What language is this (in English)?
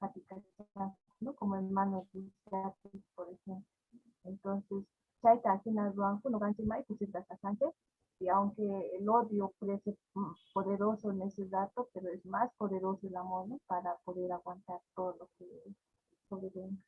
South Bolivian Quechua